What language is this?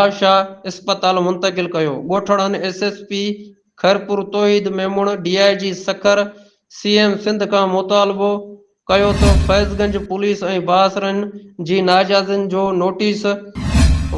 Sindhi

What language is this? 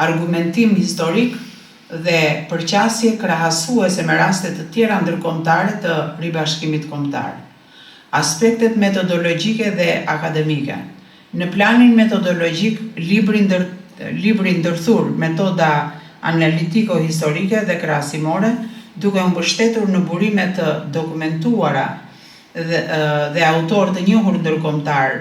Albanian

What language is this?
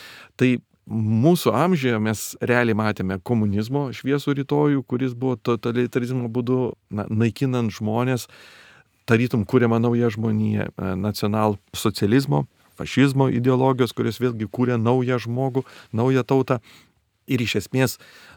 Lithuanian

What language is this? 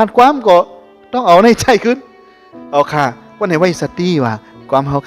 Shan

